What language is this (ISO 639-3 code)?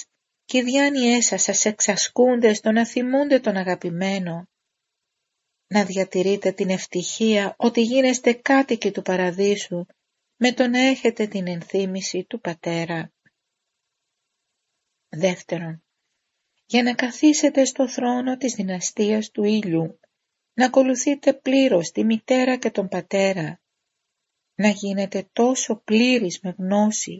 ell